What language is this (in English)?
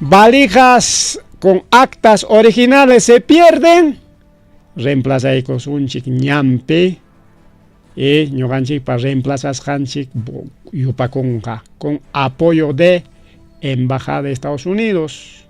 Ayacucho Quechua